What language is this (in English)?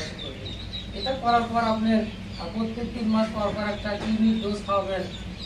Bangla